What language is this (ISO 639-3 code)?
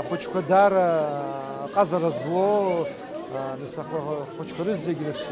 abk